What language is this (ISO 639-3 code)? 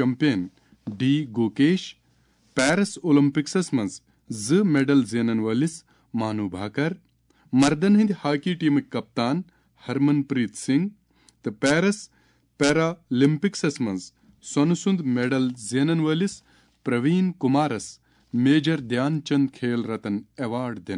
kas